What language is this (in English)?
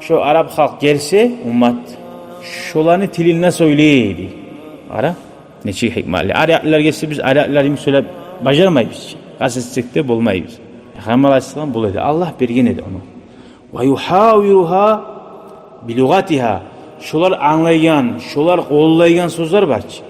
Kumyk